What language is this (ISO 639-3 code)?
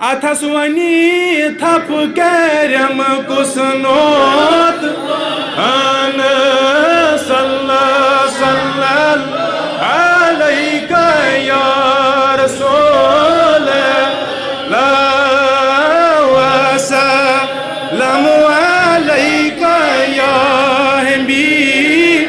kas